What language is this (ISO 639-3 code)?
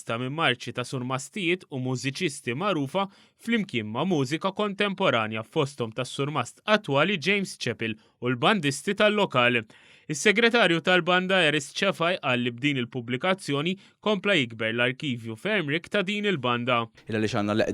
mlt